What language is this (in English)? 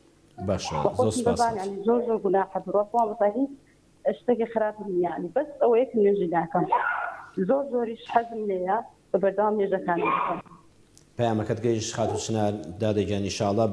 Central Kurdish